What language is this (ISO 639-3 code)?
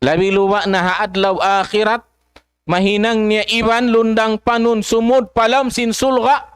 tsg